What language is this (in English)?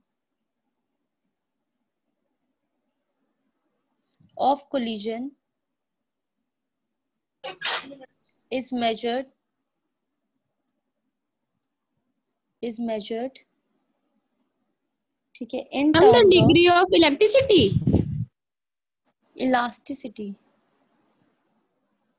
Hindi